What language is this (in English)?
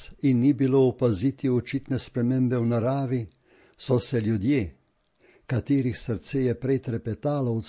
Slovenian